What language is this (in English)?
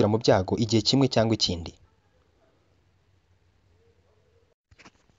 Kinyarwanda